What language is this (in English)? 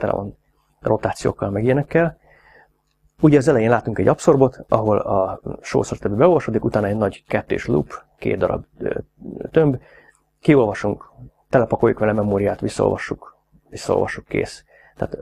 Hungarian